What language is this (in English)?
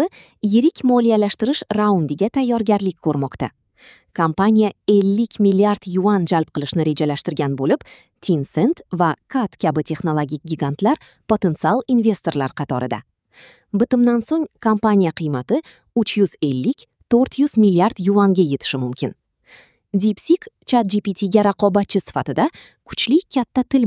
Uzbek